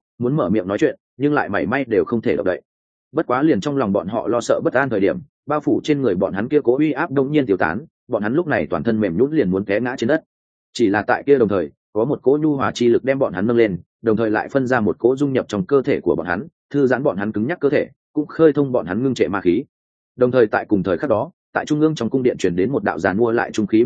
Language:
Vietnamese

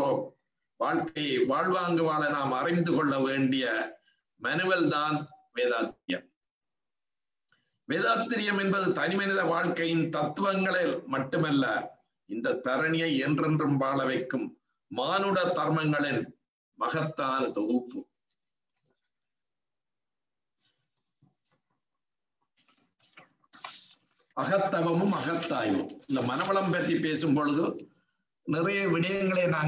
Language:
Tamil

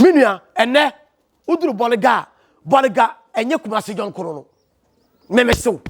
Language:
Akan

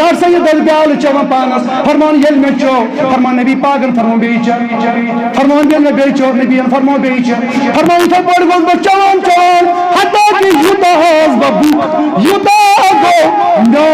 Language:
Kashmiri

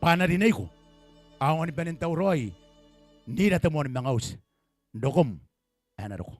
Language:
Gilbertese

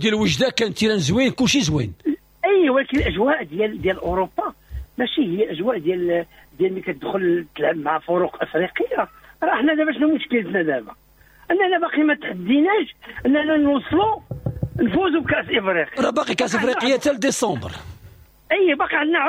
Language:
Moroccan Arabic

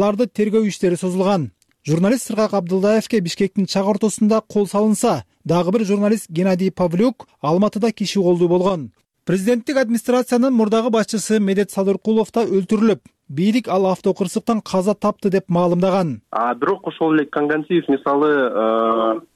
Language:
Kyrgyz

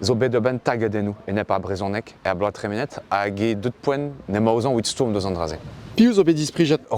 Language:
Breton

